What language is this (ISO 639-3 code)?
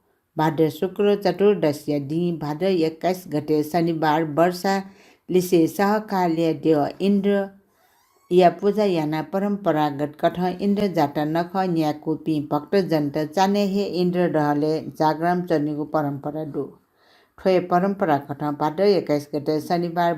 new